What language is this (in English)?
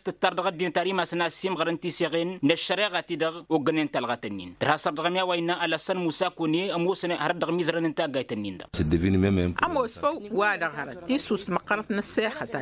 Tamasheq